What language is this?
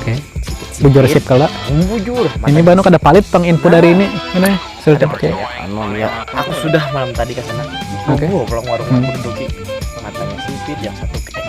Banjar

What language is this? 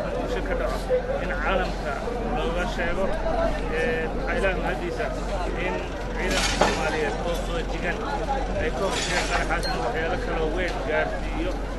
Somali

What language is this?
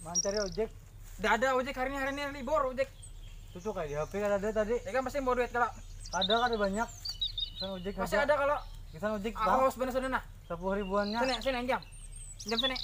Banjar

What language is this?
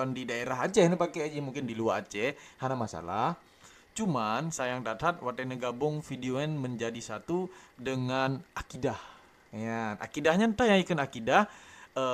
Achinese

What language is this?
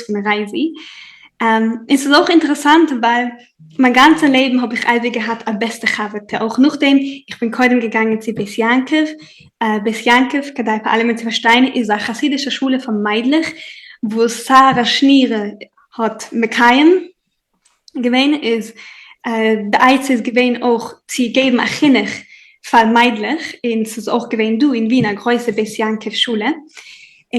Yiddish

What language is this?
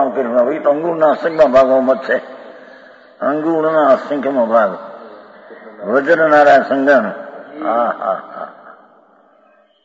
Gujarati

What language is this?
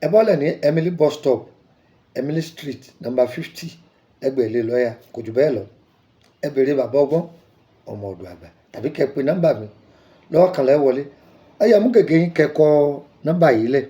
Yoruba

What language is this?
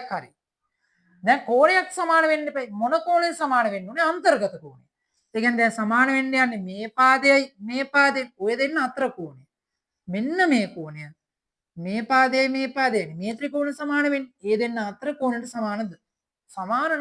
Sinhala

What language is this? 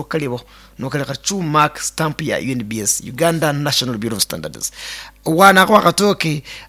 Nyankole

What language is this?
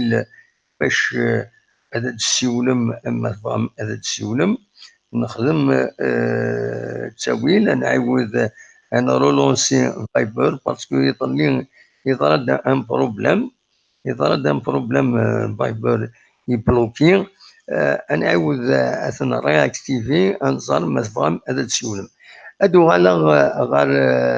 Kabyle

